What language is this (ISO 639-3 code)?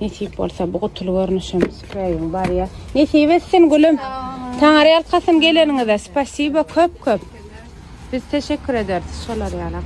tuk